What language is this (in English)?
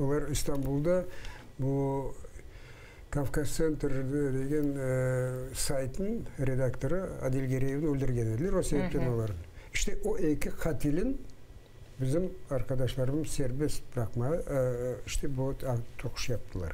Crimean Tatar